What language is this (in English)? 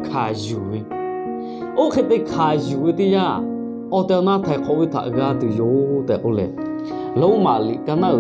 Lahu